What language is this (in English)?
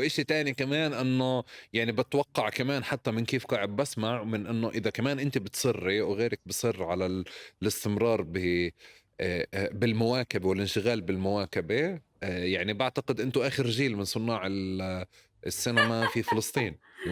North Levantine Arabic